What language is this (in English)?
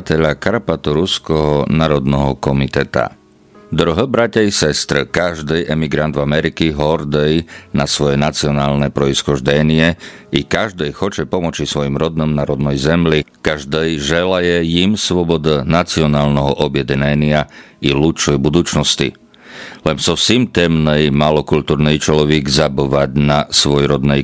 Rusyn